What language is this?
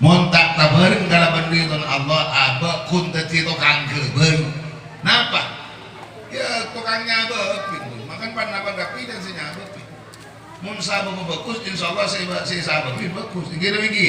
Madurese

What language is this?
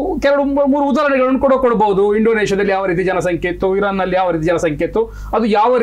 Kannada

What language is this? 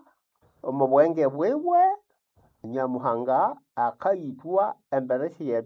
Nande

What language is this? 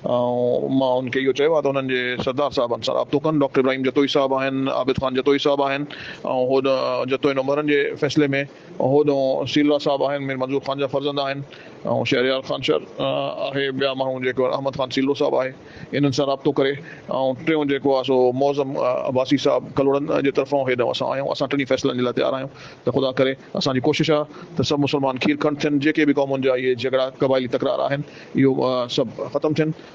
Sindhi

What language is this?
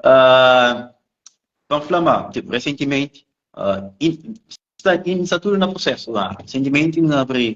Kabuverdianu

